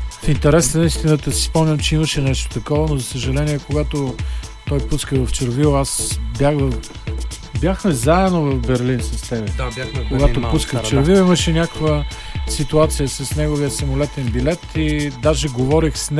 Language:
Bulgarian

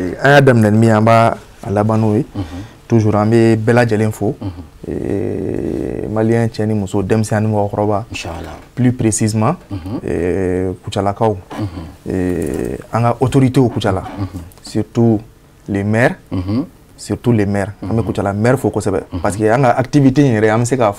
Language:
Bambara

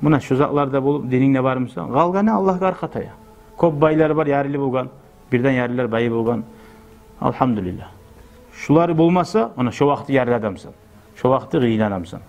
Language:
Kumyk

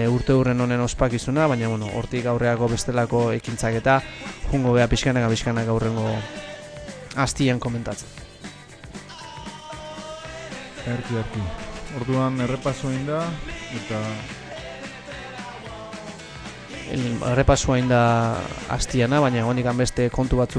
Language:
Basque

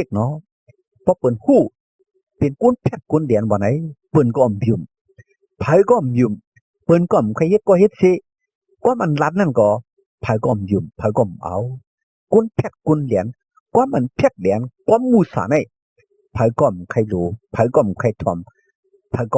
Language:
Shan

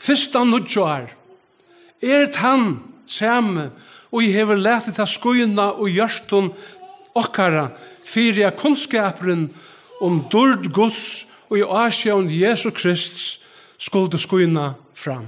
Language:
Faroese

